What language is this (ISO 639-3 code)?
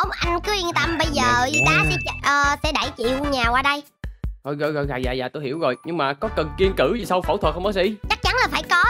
vie